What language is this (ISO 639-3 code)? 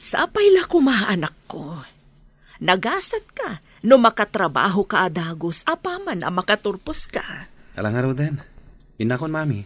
ilo